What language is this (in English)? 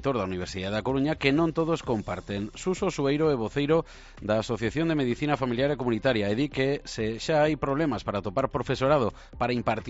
Galician